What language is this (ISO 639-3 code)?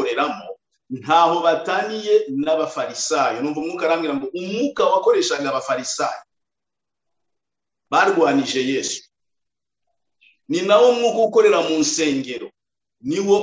kin